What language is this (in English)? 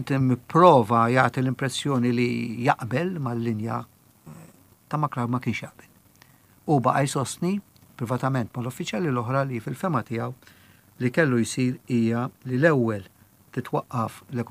Maltese